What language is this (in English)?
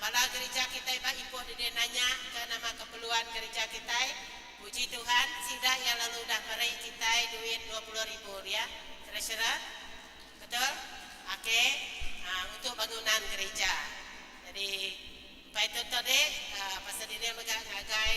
Iban